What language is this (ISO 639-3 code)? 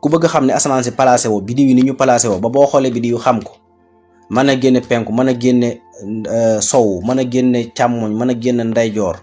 wol